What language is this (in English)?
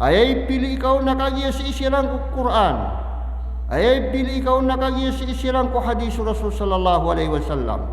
Maranao